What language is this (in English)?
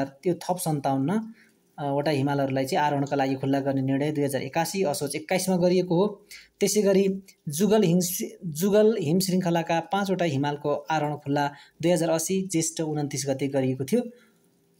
Nepali